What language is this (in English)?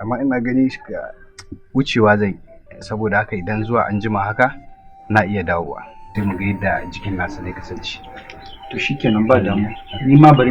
Hausa